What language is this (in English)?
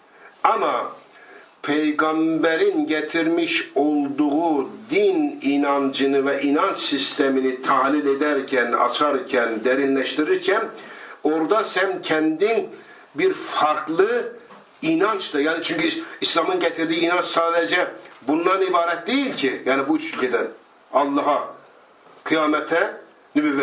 Turkish